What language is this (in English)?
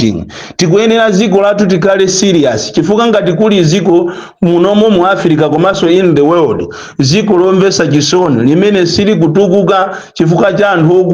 Nyanja